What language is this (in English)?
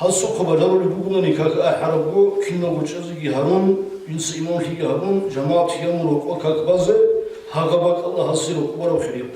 Avaric